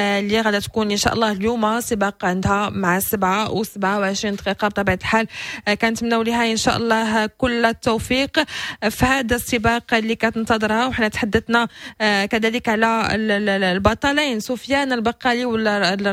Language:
Moroccan Arabic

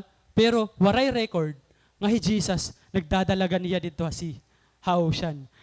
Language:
Waray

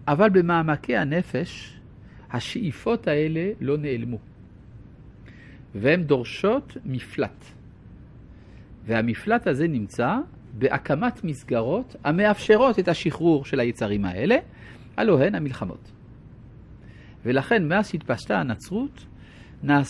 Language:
Hebrew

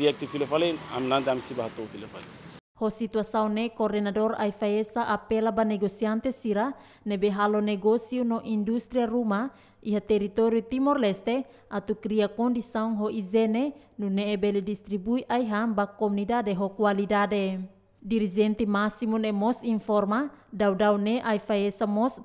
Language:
Tetum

